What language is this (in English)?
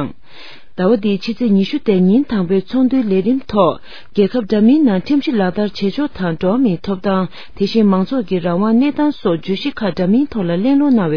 Tibetan